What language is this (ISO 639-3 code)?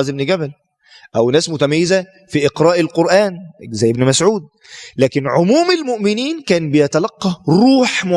arz